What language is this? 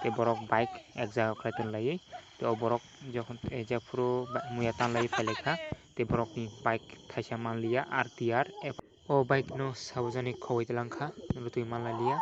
Kok Borok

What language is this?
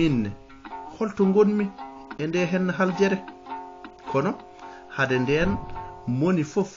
Fula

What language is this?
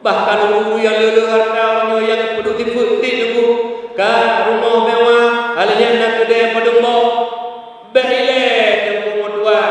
Achinese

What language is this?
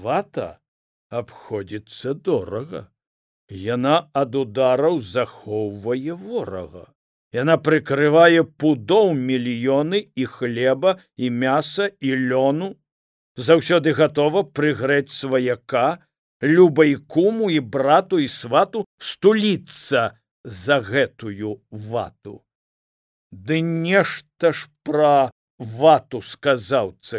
Belarusian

